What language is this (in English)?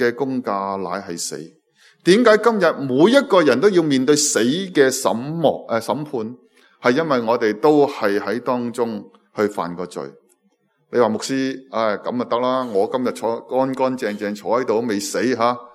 Cantonese